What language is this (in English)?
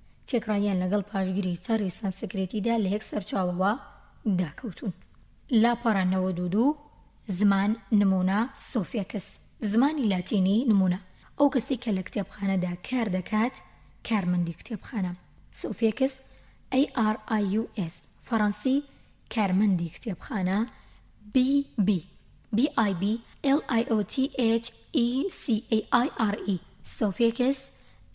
Central Kurdish